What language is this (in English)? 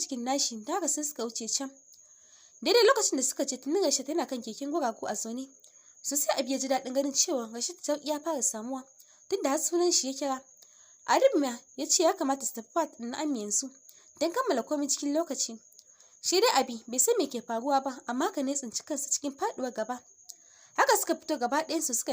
Hausa